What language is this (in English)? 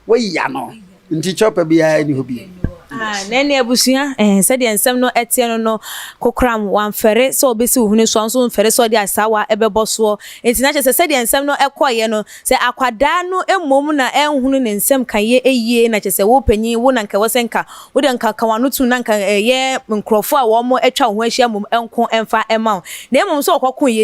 Akan